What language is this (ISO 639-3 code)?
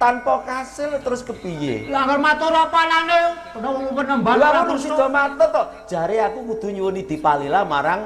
jav